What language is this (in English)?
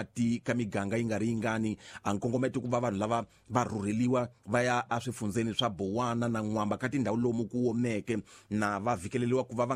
Tsonga